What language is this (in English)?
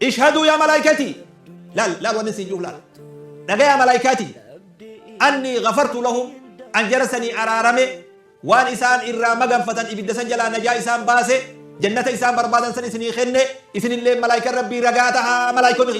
Oromo